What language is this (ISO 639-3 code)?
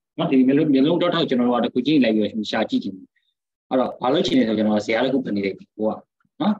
mya